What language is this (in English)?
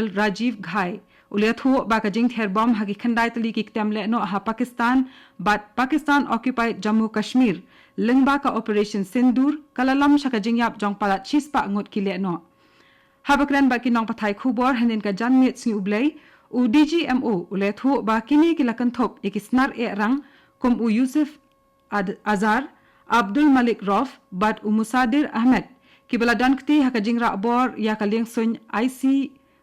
Khasi